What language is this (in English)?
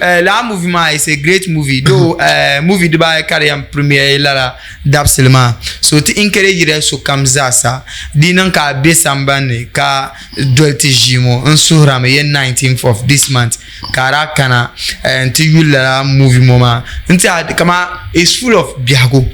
Dagbani